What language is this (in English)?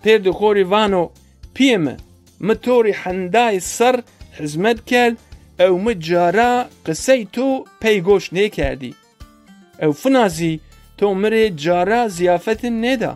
Zaza